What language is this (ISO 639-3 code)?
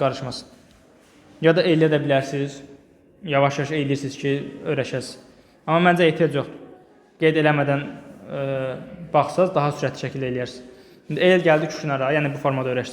aze